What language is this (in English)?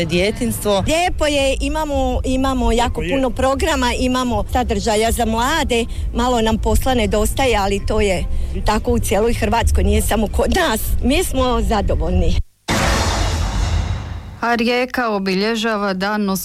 Croatian